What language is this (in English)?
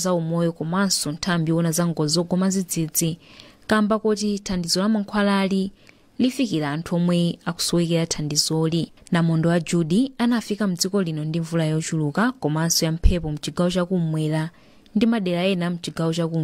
Nyanja